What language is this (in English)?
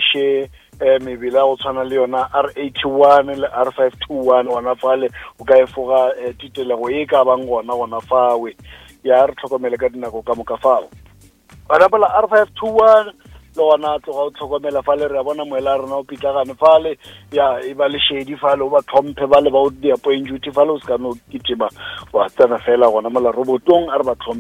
Northern Sotho